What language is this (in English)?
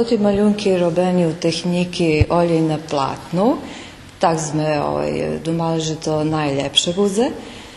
Rusyn